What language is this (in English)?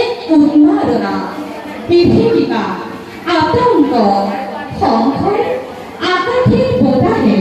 Assamese